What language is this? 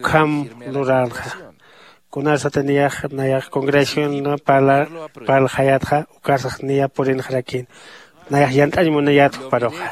Aymara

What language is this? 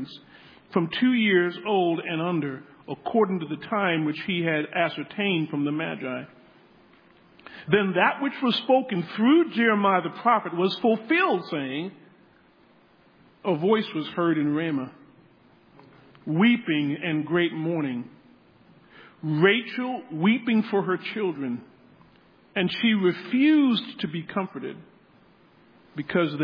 English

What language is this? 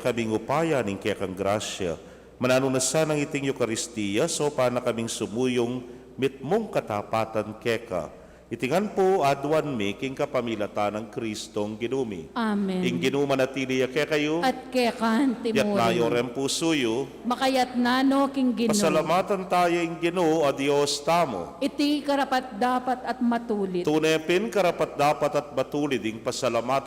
Pampanga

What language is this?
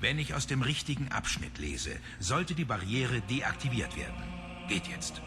Swiss German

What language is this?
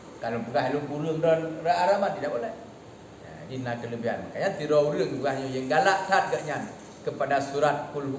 Achinese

